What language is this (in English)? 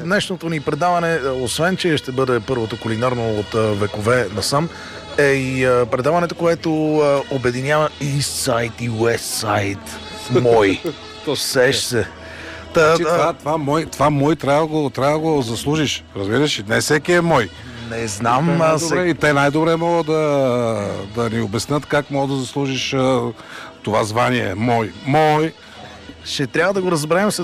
Bulgarian